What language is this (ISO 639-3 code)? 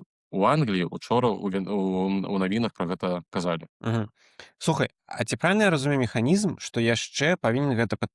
bel